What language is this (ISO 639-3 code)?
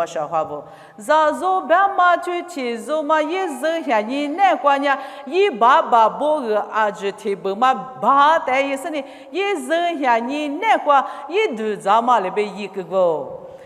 lis